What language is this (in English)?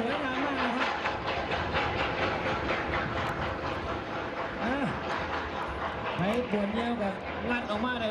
Thai